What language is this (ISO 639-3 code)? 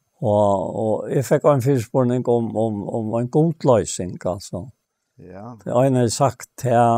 fao